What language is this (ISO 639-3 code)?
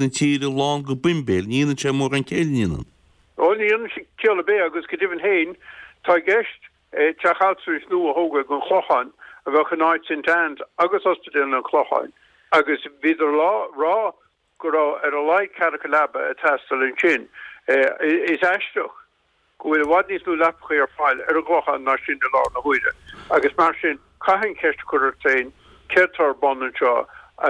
gle